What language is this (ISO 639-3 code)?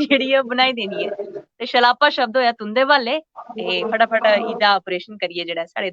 doi